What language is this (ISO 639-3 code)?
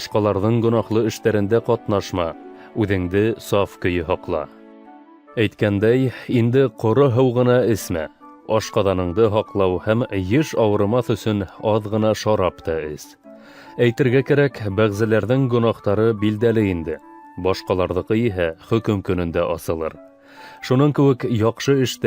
bak